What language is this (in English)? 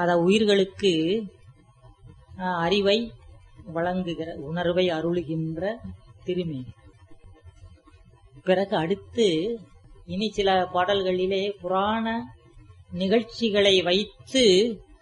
Tamil